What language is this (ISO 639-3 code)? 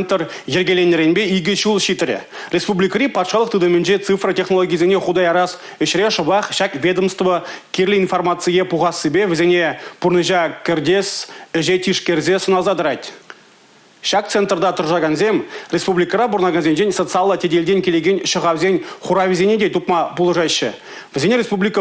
chv